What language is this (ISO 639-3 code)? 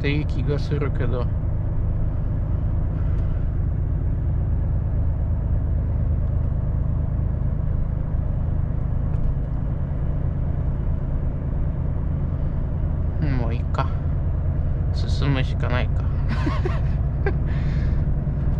jpn